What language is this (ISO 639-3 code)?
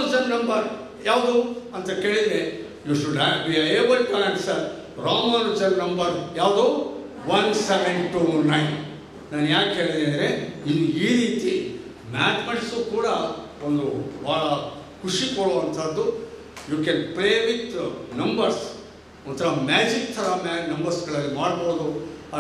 kan